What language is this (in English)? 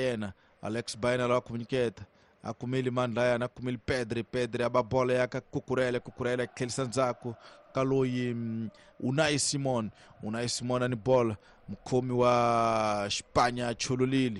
Tsonga